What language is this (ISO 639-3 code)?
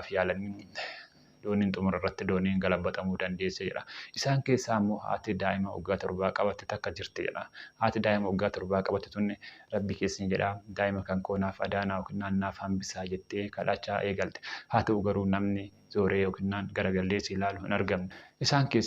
orm